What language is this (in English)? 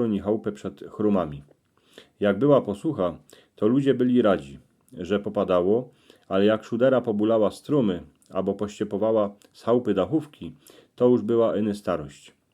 Silesian